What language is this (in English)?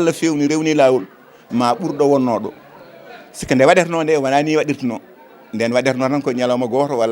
Fula